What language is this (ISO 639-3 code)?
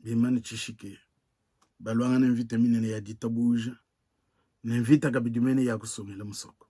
lua